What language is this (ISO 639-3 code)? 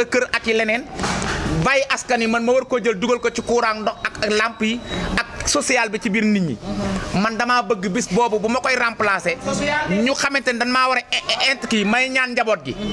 wol